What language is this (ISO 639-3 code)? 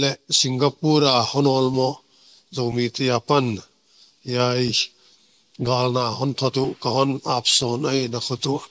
ctd